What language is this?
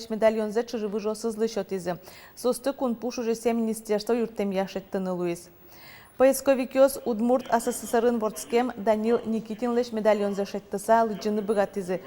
Udmurt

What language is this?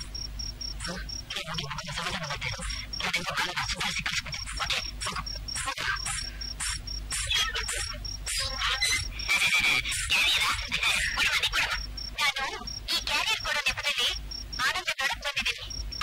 Kannada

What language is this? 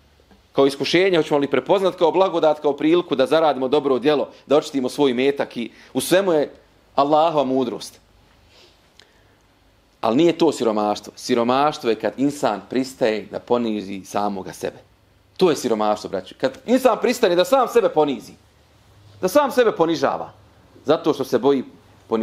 Bosnian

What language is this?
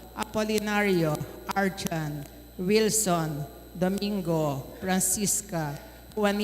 Pampanga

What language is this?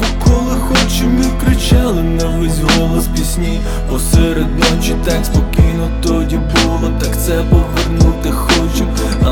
Ukrainian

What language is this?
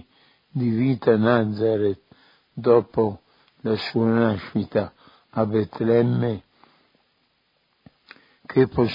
Italian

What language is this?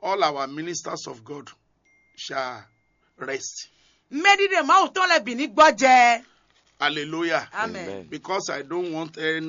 Fon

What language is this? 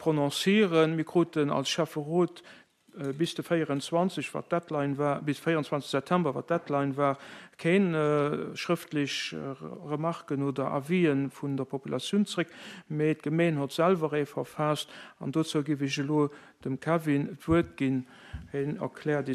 Luxembourgish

